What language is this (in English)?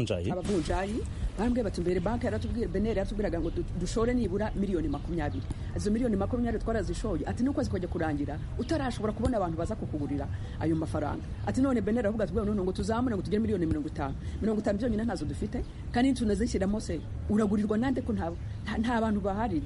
Kinyarwanda